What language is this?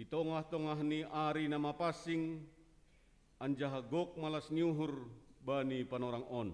Batak Simalungun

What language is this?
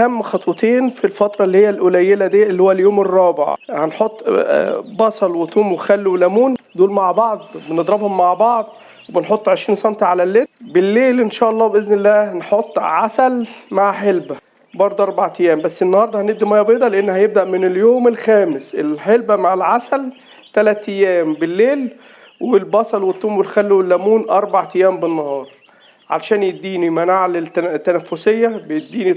Egyptian Arabic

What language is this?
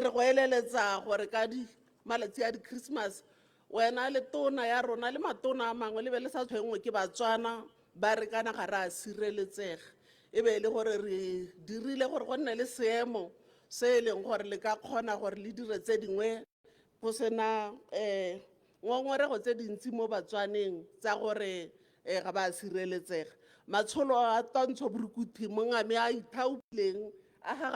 Tswana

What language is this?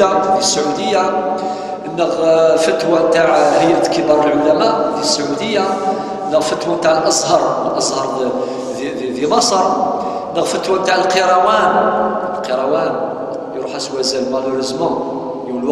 Kabyle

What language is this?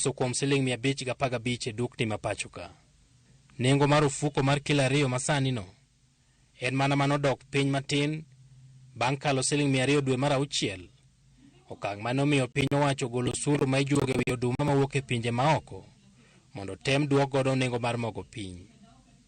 Luo (Kenya and Tanzania)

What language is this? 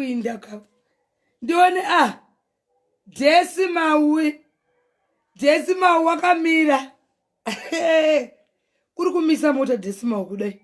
Shona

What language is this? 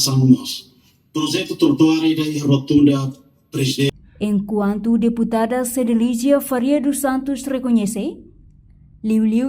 Tetum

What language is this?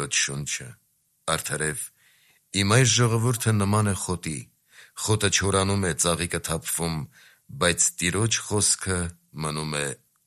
Armenian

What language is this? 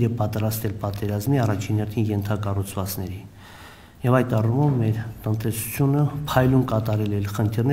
Armenian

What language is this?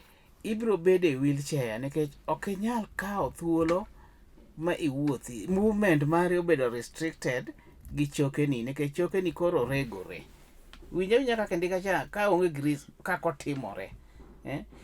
Luo (Kenya and Tanzania)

